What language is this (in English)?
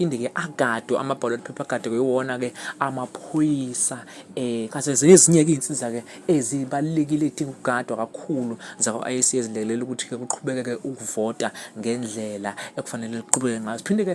Zulu